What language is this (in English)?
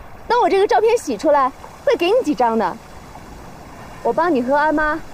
Chinese